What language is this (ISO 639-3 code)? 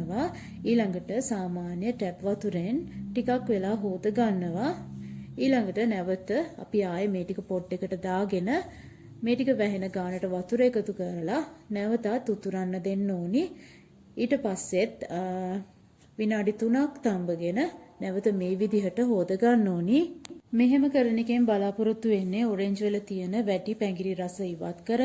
sin